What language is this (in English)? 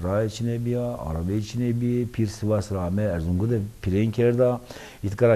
Zaza